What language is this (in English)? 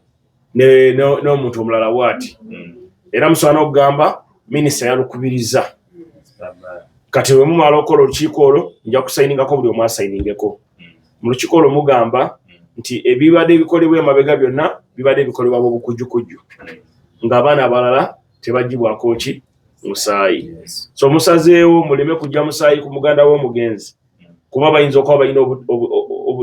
Ganda